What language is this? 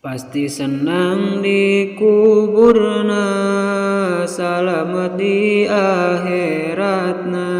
Sundanese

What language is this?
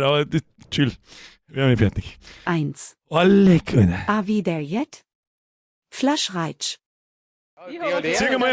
Bavarian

